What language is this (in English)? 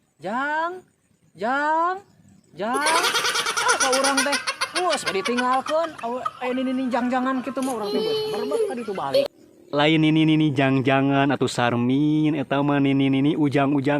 Sundanese